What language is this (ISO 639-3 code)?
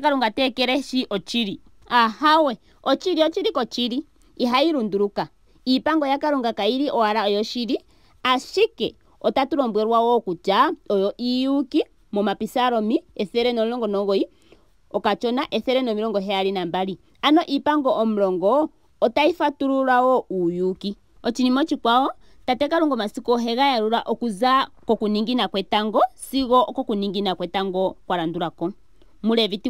ndo